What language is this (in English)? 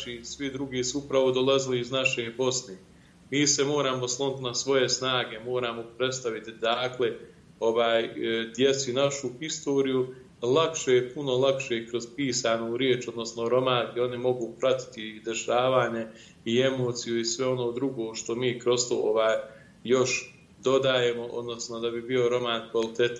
Bosnian